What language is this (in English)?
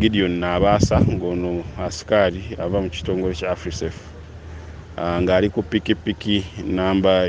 Ganda